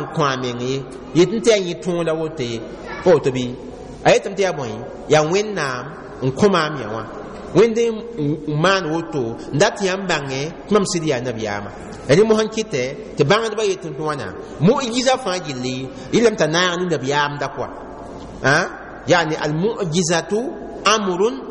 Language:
Mossi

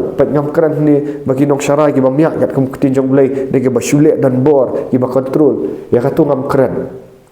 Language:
Khasi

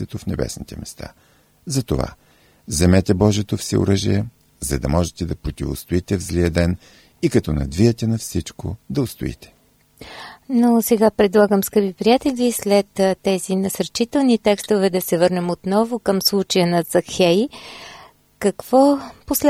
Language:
Bulgarian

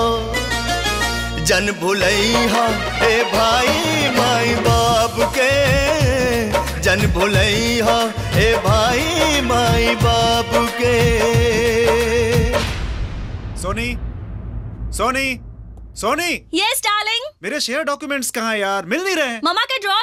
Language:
Bhojpuri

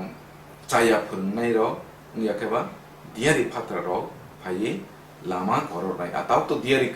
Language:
Kok Borok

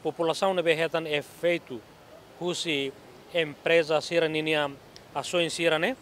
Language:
Tetum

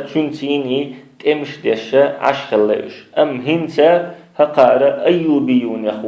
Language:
Chechen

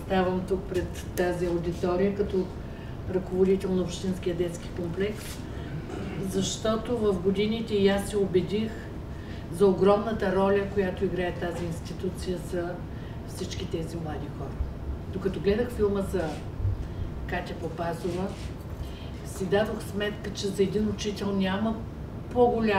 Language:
Bulgarian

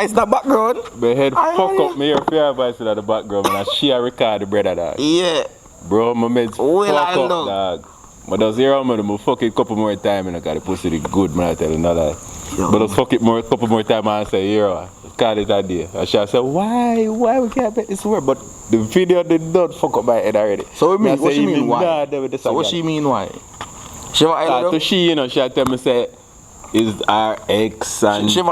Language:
Jamaican Creole English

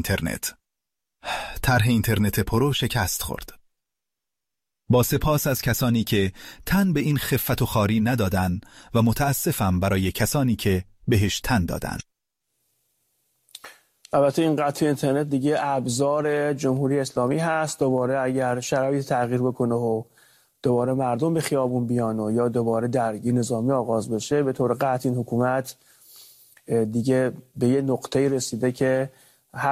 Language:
Persian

